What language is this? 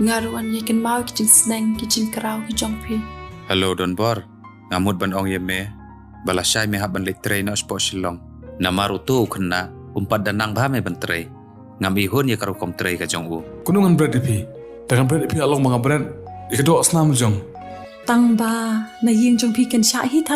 Khasi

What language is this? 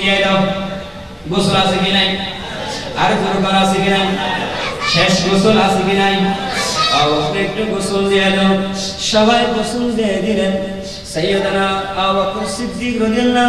Bangla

